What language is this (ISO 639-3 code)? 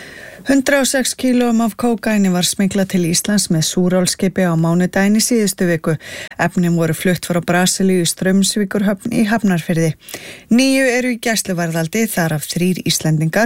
isl